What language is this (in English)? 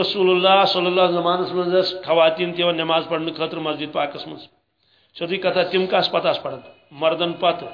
Kashmiri